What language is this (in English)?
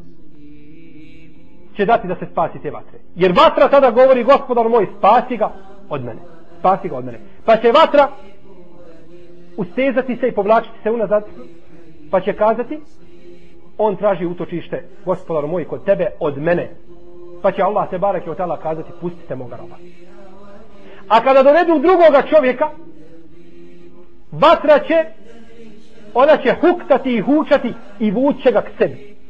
Bosnian